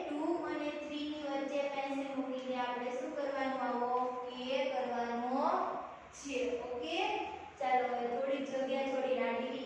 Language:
Gujarati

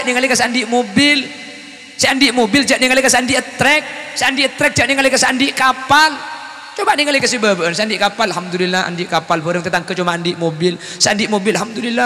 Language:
Madurese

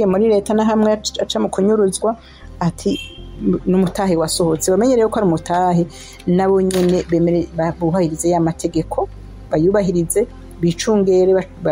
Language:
Rundi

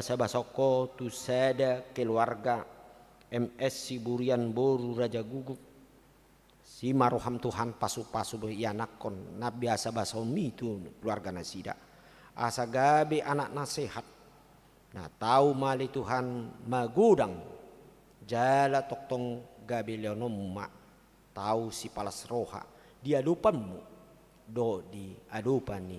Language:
Batak Toba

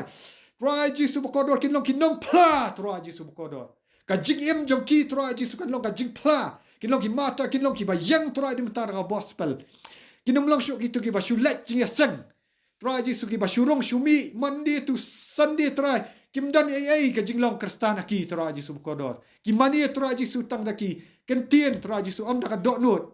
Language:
Khasi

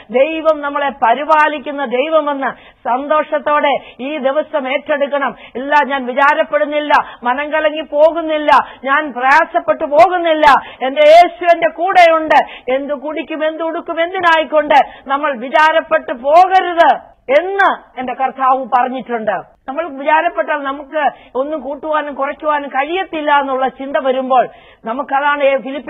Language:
Malayalam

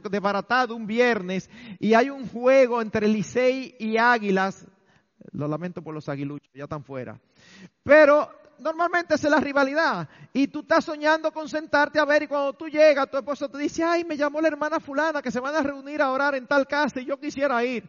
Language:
Spanish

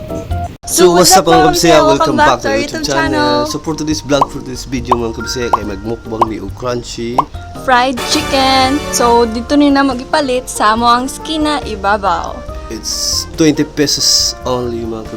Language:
Cebuano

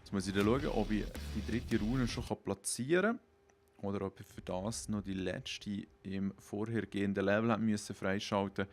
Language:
Swiss German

